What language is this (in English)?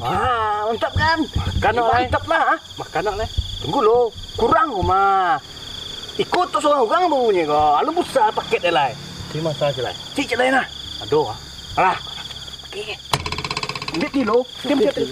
Minangkabau